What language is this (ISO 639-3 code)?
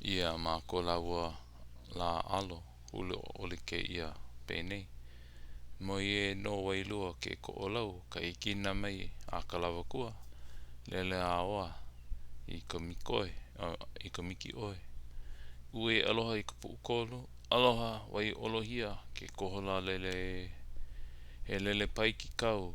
haw